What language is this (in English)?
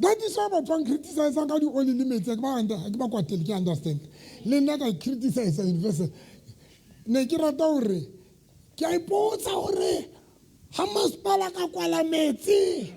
Southern Sotho